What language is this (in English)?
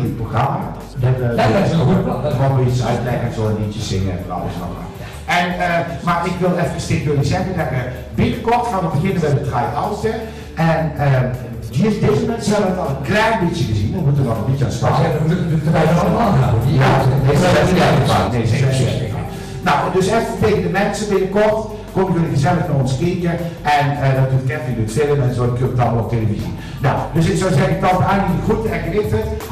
Dutch